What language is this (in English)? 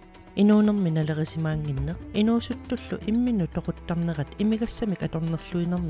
Kalaallisut